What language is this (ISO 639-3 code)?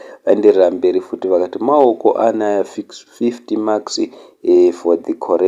sna